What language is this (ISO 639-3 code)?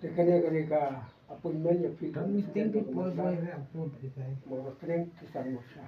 kha